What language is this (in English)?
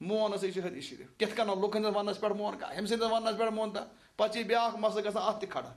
Kashmiri